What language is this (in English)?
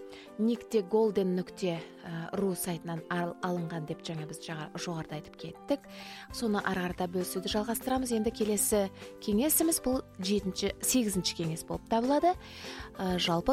Kazakh